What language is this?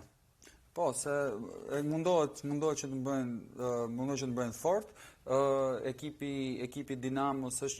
Albanian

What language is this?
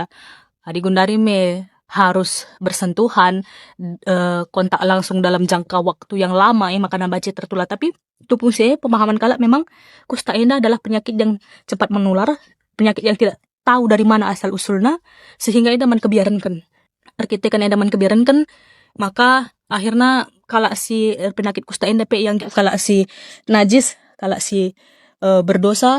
Batak Karo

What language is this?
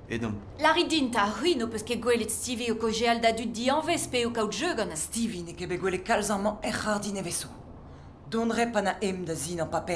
Breton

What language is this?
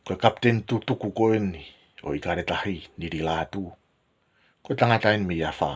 Tongan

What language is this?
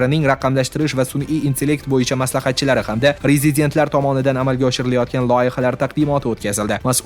Uzbek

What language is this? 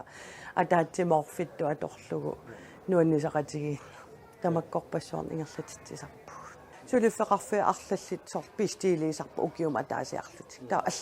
Kalaallisut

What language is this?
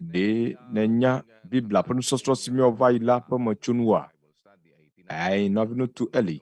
Ewe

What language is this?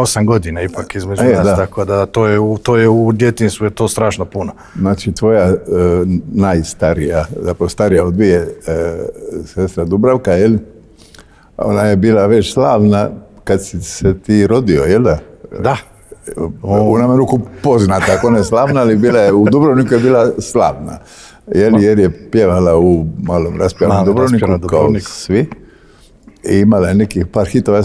Croatian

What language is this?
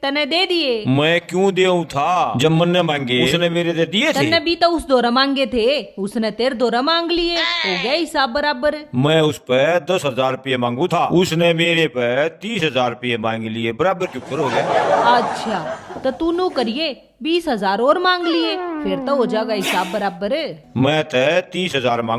Haryanvi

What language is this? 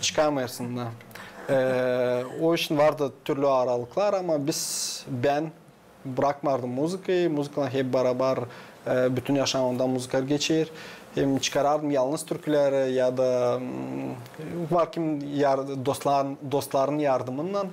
Gagauz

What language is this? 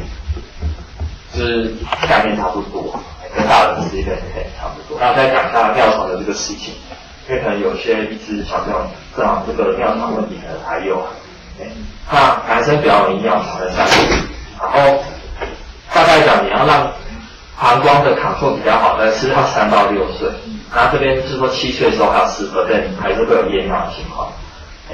Chinese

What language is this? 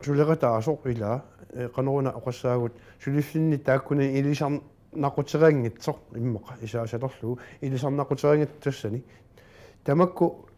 Kalaallisut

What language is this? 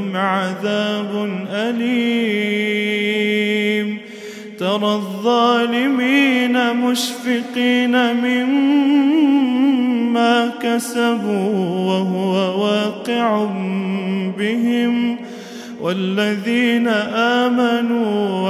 Arabic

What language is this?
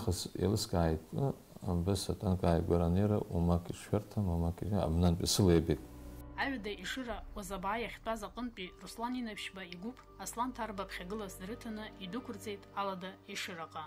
Abkhazian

